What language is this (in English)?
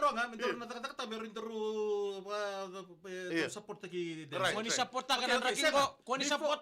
Fijian